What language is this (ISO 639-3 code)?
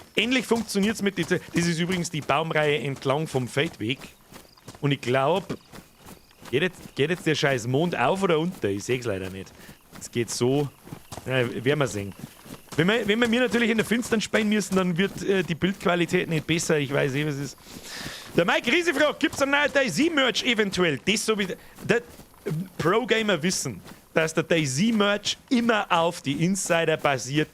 bar